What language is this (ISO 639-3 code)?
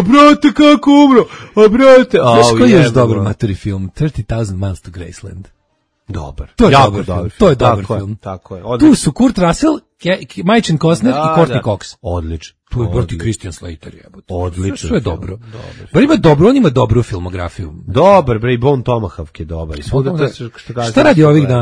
srp